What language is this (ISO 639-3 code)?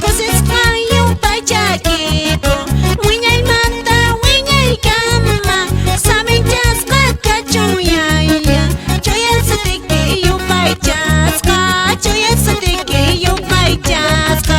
que